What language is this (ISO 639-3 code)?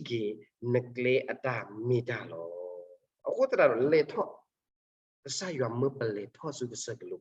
ksw